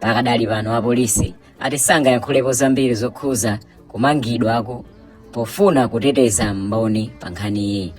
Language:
Nyanja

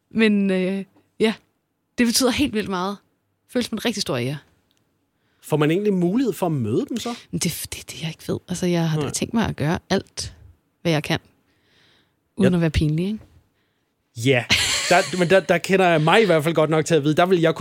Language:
Danish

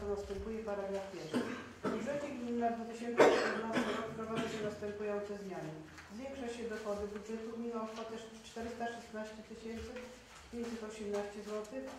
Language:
Polish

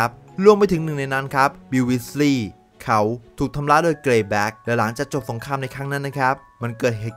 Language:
Thai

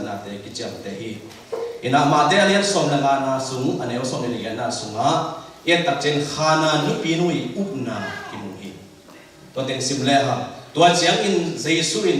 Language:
Tedim Chin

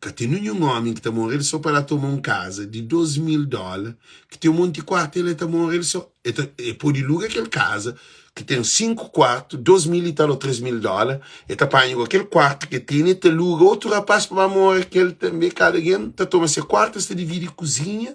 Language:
Kabuverdianu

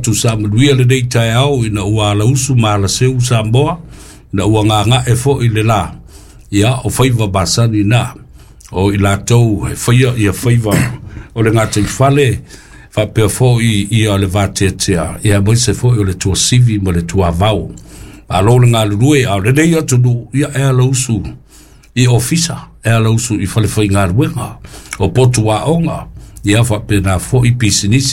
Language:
Samoan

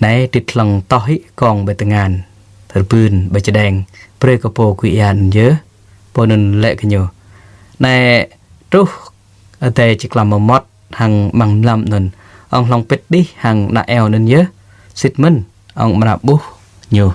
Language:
Jarai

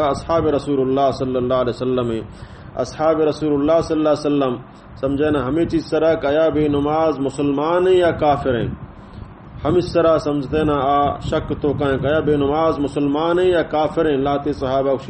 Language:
Baluchi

